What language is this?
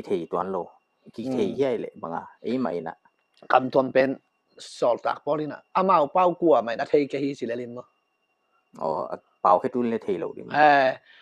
Tedim Chin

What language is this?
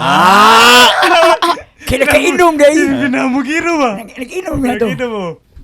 Cebuano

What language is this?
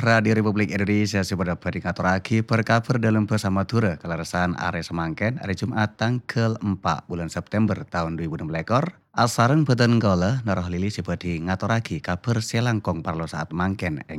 Madurese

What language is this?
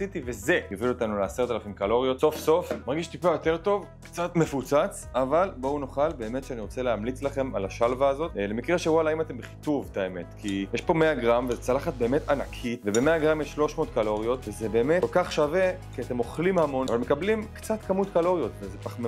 Hebrew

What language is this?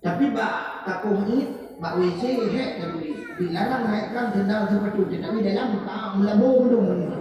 Achinese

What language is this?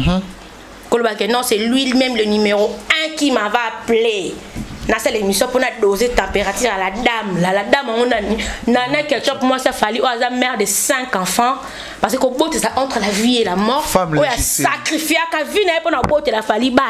Lingala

